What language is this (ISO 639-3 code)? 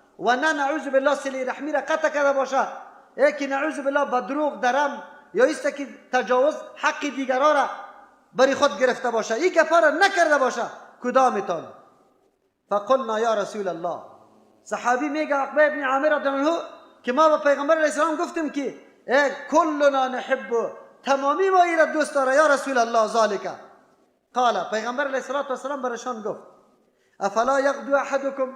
fas